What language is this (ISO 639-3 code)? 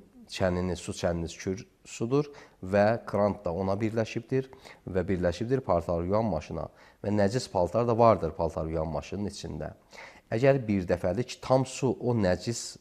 aze